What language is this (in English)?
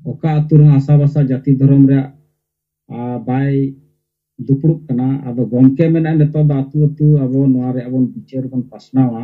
Santali